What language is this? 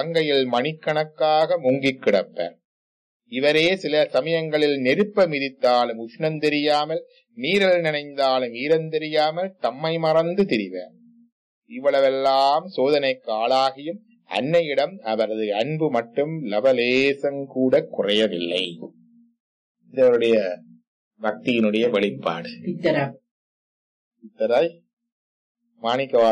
Tamil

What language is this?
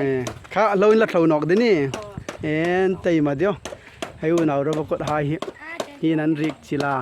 Hmar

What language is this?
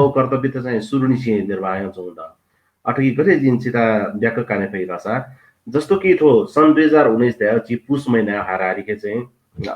Newari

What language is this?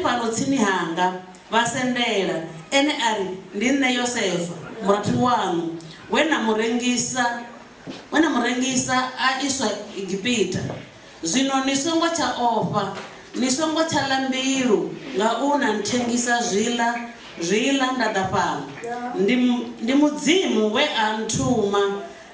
Venda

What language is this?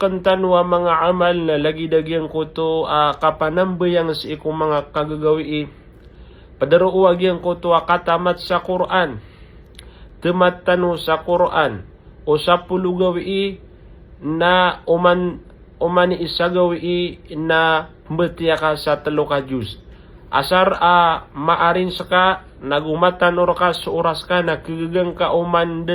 Maranao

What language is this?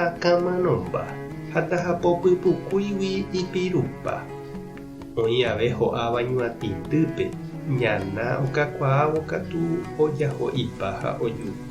Guarani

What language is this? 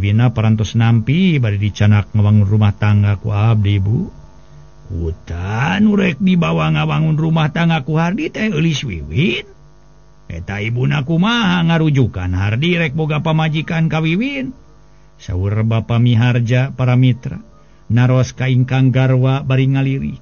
Sundanese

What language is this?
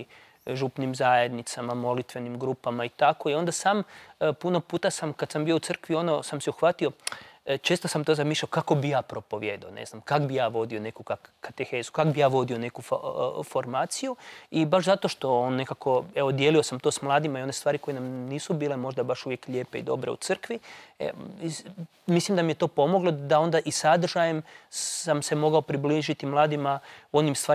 Croatian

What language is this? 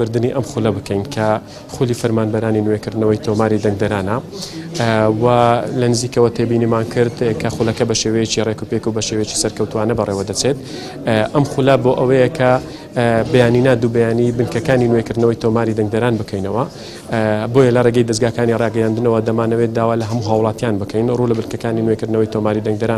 Central Kurdish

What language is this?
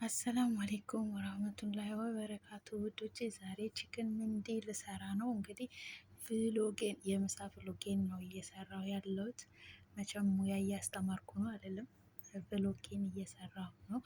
Amharic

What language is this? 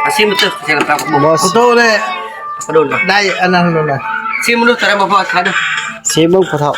Northeastern Thai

